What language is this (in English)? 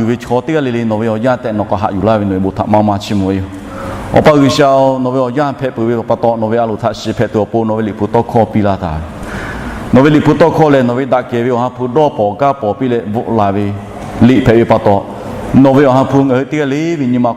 Lahu